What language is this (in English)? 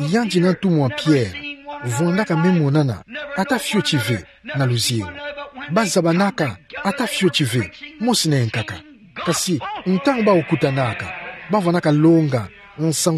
Kituba (Democratic Republic of Congo)